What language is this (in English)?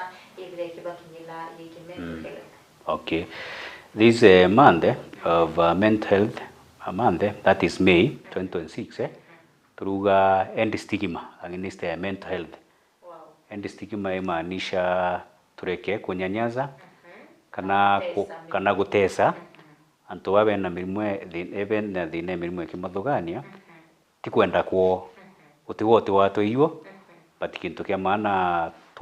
Meru